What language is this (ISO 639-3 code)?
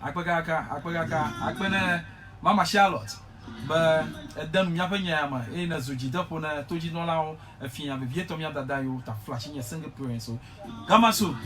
ewe